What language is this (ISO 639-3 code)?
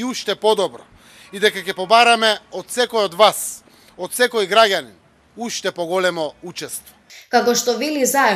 mkd